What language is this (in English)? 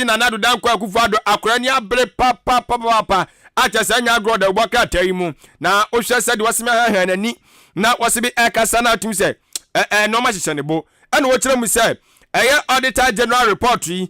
Akan